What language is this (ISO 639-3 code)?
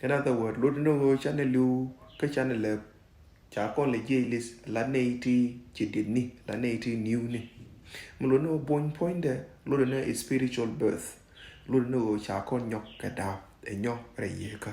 nus